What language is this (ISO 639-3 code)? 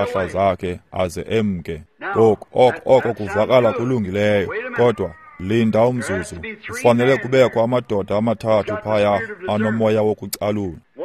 xho